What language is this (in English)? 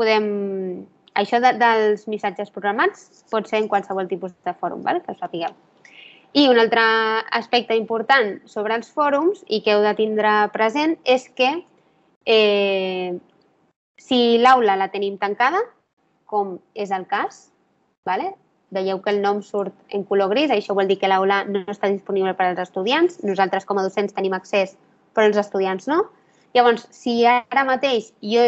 Catalan